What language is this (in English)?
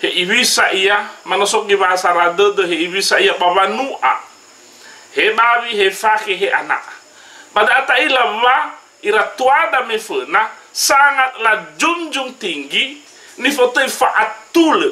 Nias